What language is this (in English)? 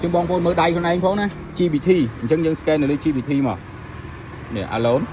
Khmer